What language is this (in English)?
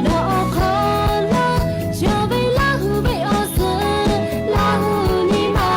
Lahu